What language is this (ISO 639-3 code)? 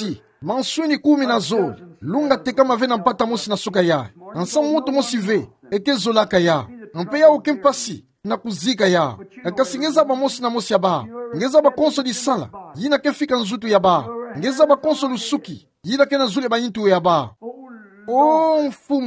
ktu